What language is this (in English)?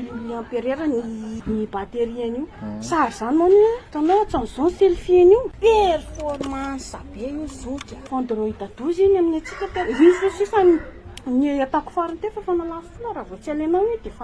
Malagasy